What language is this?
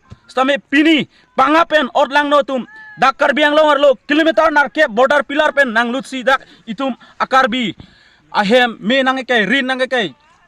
Karbi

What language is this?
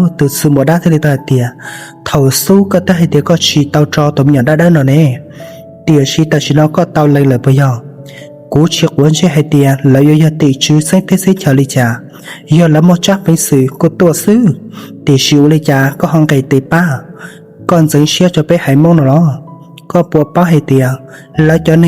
Hmong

